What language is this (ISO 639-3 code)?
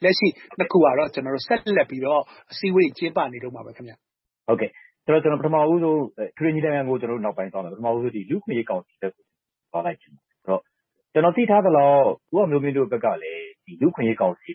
mya